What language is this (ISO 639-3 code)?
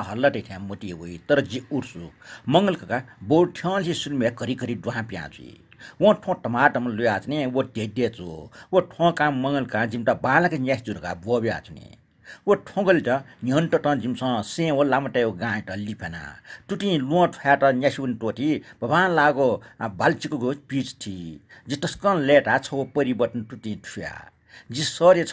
new